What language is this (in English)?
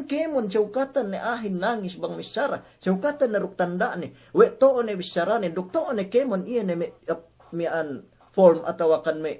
Yakan